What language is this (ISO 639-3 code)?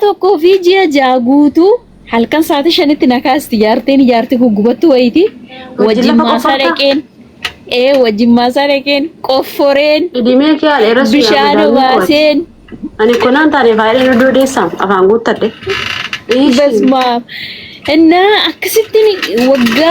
orm